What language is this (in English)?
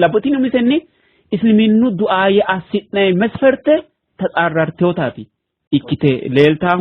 Sidamo